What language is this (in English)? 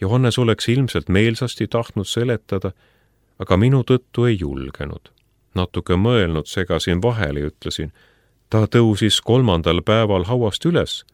Estonian